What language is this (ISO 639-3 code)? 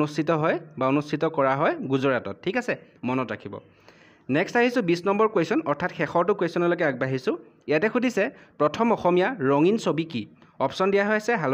asm